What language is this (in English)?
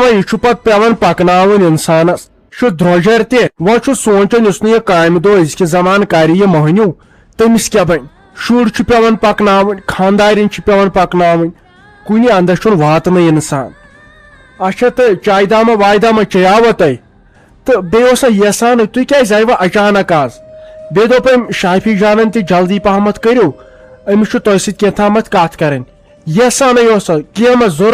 Kashmiri